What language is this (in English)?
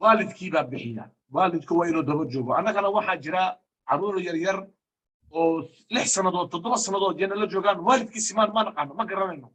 Somali